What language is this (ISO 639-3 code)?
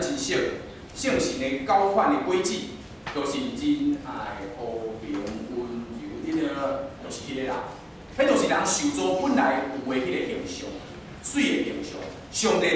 nan